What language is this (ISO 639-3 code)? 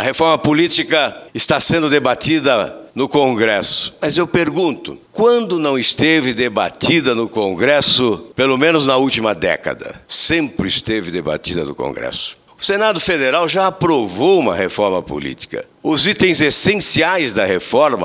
por